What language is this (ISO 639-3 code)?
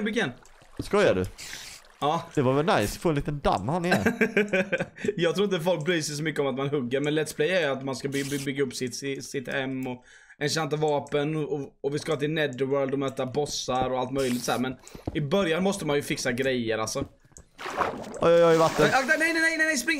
swe